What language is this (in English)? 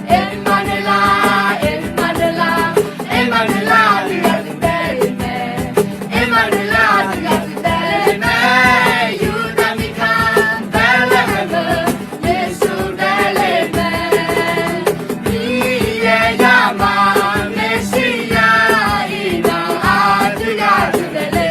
Akha